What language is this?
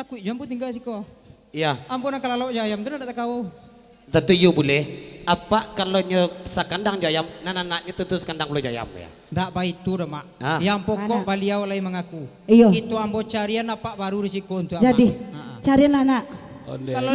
Minangkabau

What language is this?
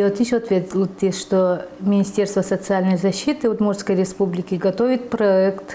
Udmurt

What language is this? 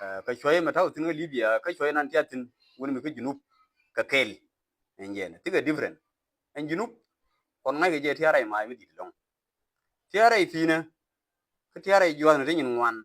Nuer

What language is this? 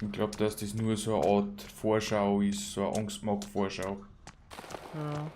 Bavarian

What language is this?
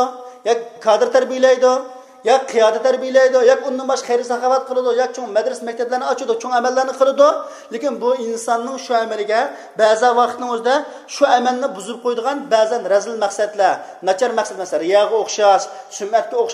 Uyghur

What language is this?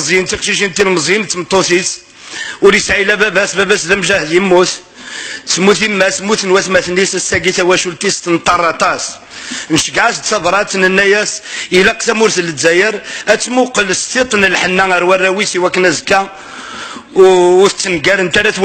Kabyle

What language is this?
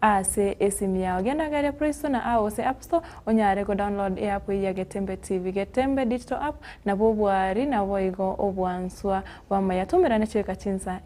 Gusii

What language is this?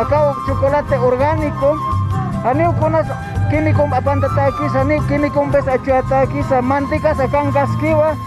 Aymara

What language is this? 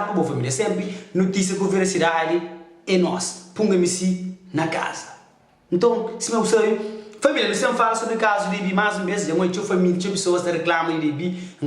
Kabuverdianu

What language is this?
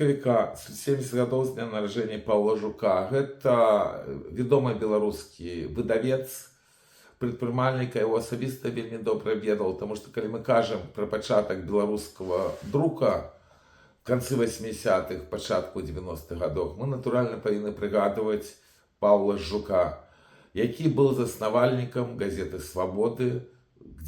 Belarusian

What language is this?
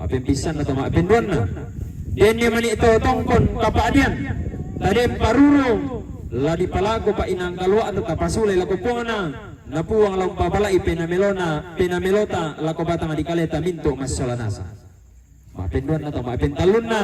Toraja-Sa'dan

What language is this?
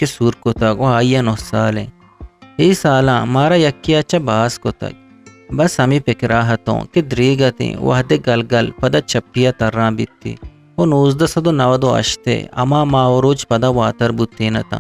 Eastern Balochi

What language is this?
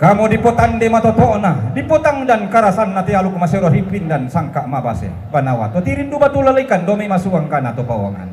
Toraja-Sa'dan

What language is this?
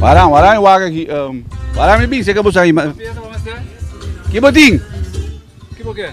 Papiamento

